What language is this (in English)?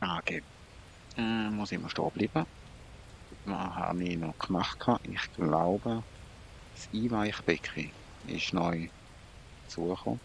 Swiss German